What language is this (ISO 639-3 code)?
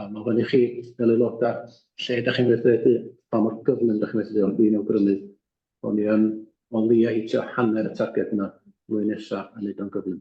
cym